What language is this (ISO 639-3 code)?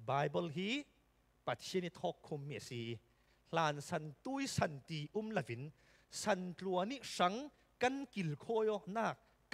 cfm